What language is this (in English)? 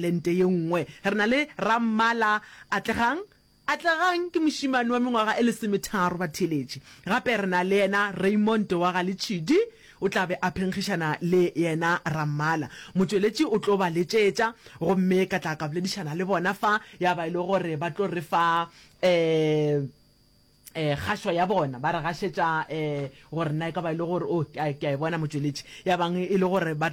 Northern Sotho